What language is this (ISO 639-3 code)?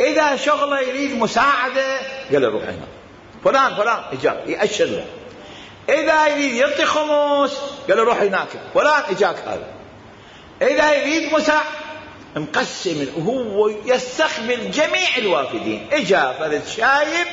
acm